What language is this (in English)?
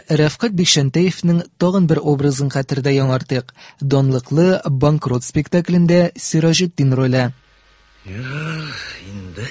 Tatar